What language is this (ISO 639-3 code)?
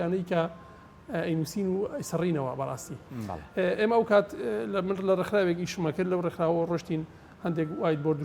ckb